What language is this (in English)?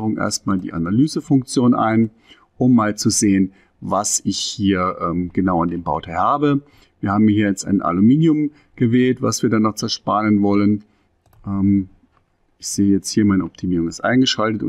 German